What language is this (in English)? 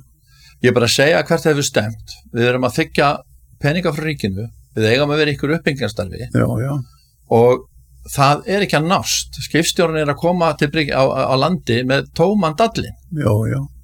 Icelandic